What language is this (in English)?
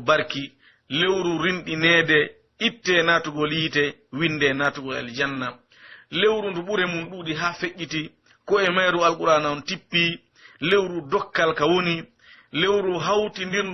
Pular